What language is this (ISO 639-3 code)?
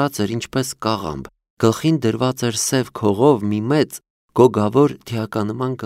hye